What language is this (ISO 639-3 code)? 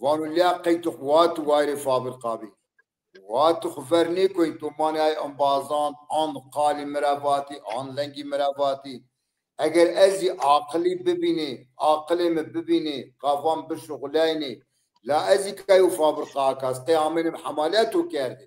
zza